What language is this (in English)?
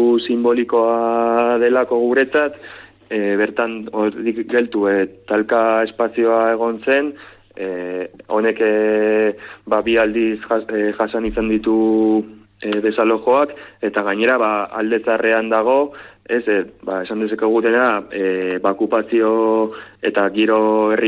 Basque